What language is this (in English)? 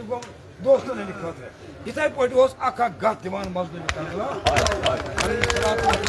Kashmiri